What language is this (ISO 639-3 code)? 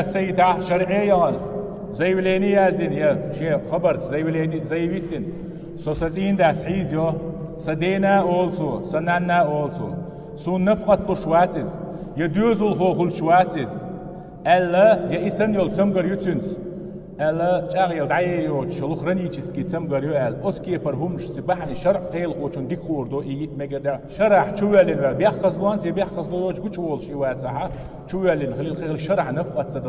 che